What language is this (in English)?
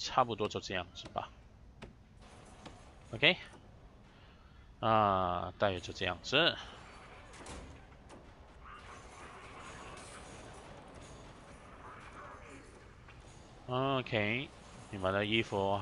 Chinese